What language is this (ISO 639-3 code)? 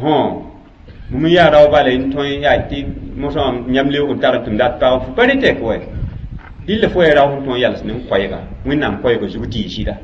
mos